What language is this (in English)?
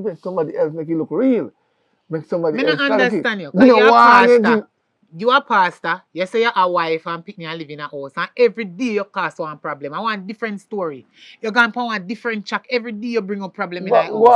Jamaican Creole English